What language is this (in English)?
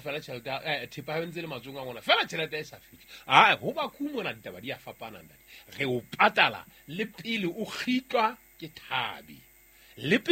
Southern Sotho